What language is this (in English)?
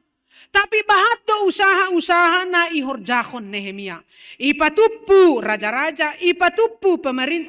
Batak Simalungun